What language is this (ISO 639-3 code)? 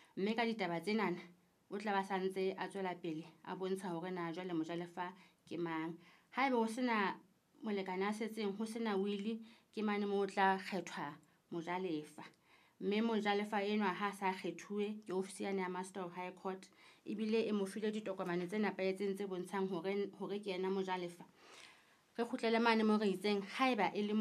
sot